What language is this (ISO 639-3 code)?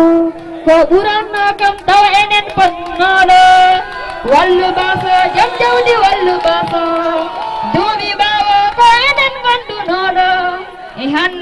ful